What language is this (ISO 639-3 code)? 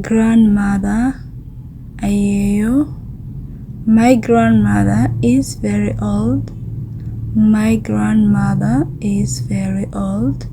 som